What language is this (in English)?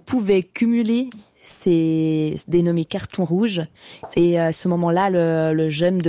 French